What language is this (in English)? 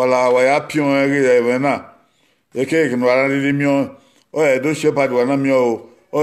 Bini